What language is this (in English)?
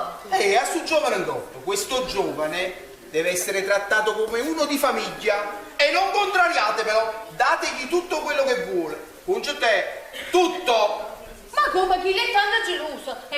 Neapolitan